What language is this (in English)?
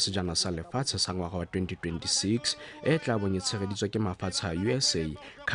Tswana